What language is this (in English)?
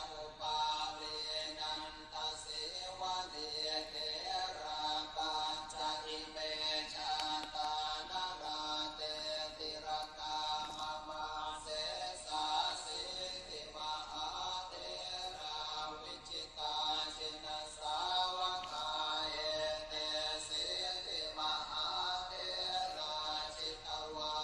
Pali